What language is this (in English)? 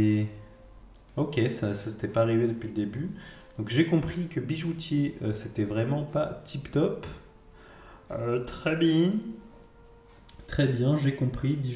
French